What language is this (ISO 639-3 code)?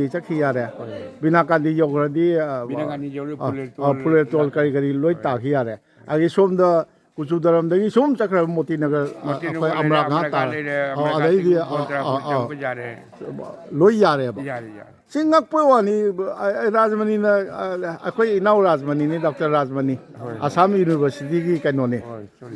mni